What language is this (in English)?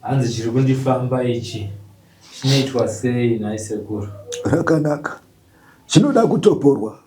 Shona